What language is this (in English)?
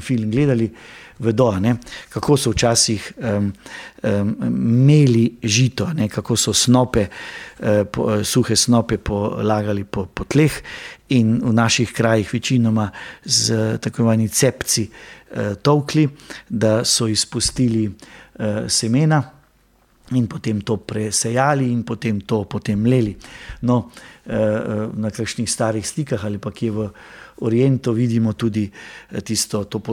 Slovenian